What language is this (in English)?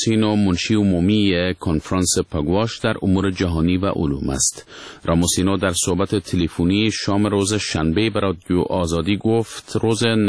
Persian